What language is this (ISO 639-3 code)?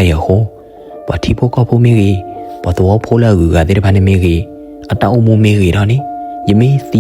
ksw